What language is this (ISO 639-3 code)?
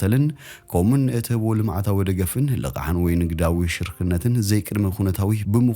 tir